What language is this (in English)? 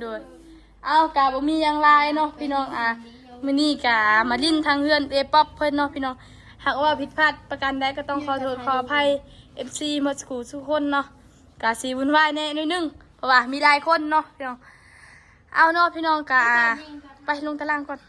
Northeastern Thai